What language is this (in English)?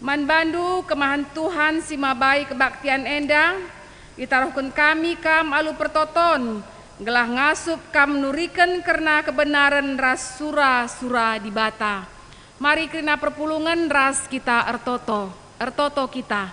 Batak Karo